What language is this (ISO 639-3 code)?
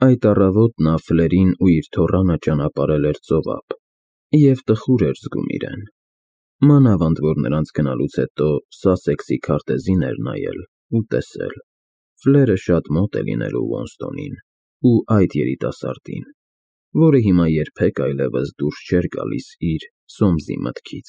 hye